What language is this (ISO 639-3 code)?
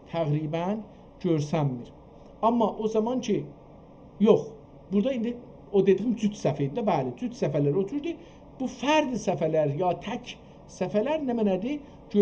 azb